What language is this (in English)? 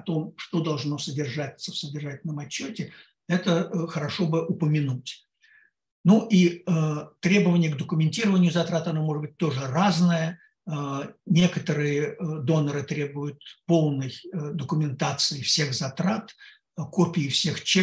Russian